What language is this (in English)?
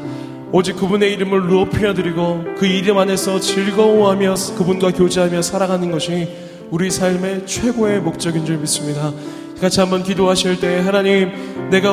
Korean